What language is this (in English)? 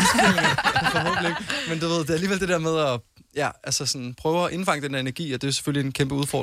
Danish